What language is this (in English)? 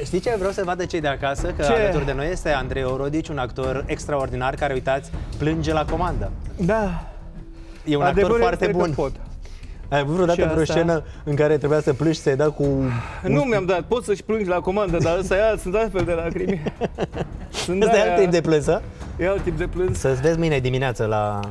Romanian